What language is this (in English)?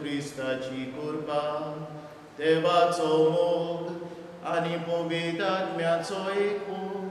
Konkani